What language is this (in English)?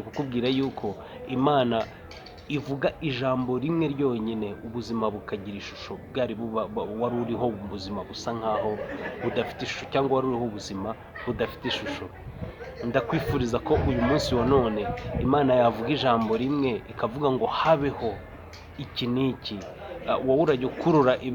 Kinyarwanda